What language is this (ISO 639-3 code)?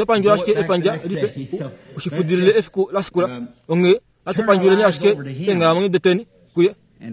kua